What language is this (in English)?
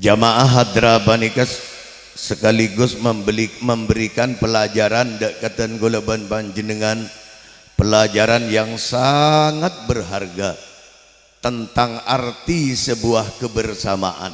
Madurese